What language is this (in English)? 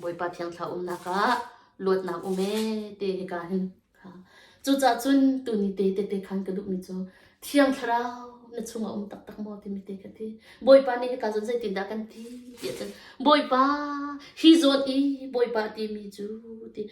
Hakha Chin